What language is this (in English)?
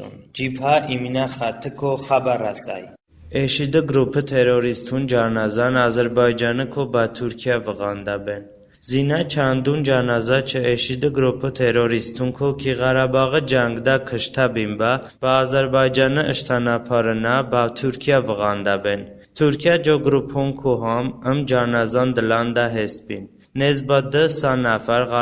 Talysh